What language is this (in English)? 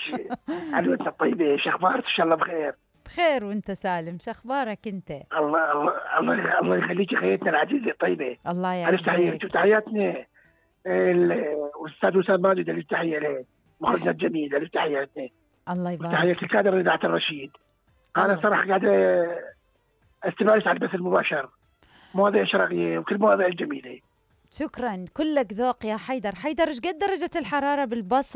Mesopotamian Arabic